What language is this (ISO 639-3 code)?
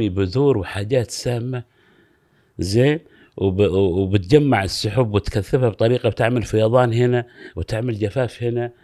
afb